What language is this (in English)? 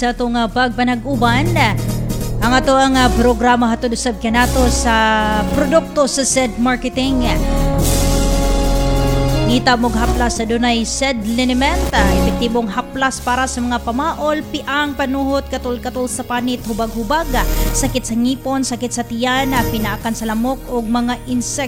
Cebuano